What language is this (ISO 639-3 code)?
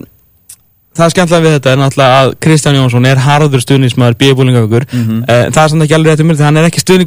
isl